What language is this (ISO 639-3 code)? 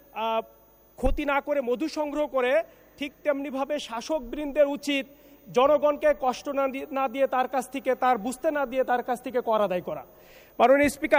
ben